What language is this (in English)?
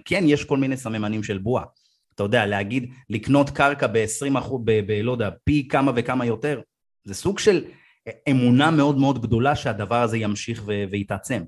Hebrew